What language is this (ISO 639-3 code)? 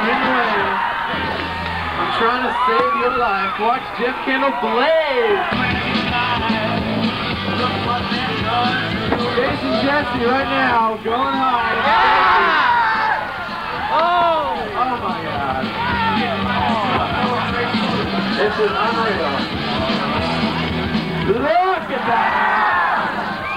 eng